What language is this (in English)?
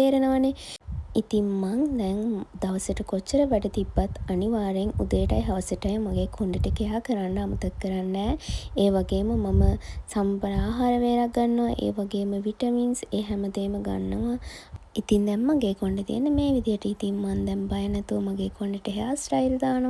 Sinhala